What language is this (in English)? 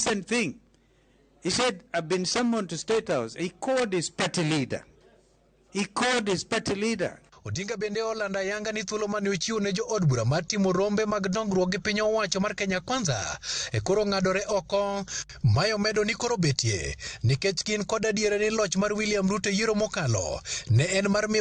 Luo (Kenya and Tanzania)